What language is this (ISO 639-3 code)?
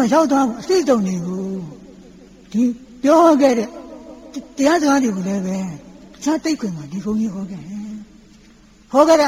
mya